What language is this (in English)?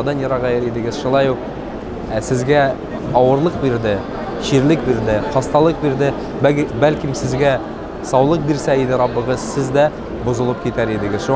Tatar